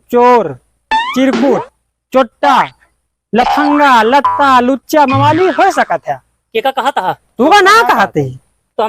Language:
Awadhi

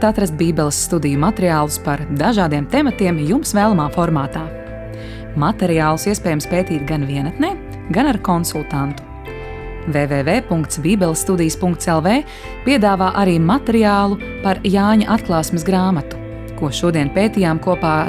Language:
Latvian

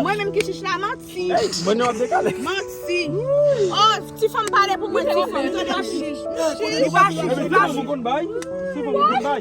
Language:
Haitian Creole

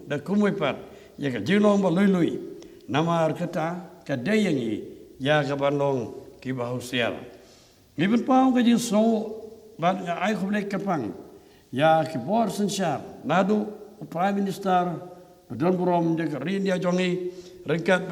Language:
Khasi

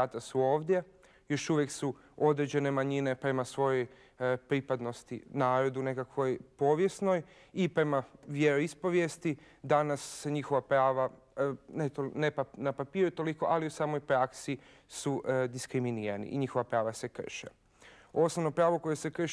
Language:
Bosnian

